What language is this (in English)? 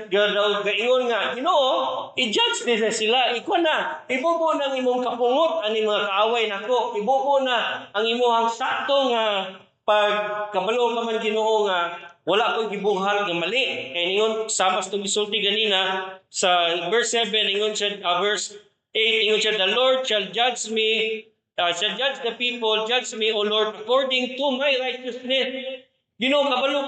Cebuano